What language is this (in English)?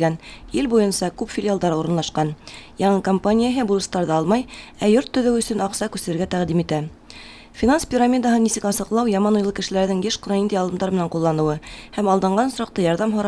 Bashkir